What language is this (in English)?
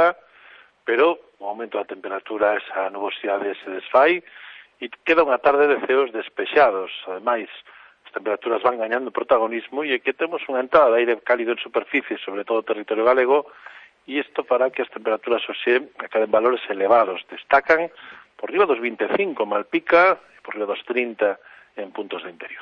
Galician